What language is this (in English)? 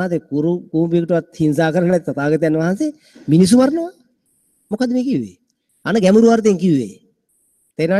Sinhala